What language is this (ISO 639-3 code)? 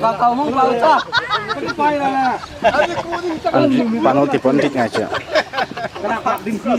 cnh